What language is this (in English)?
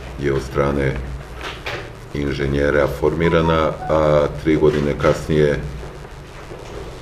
Serbian